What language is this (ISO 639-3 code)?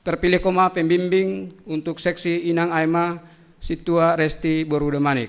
bts